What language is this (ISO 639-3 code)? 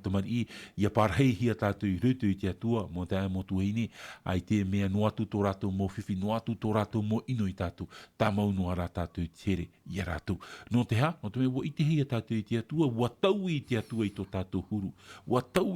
tah